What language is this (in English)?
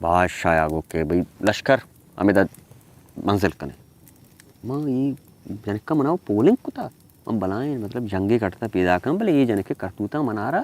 Baluchi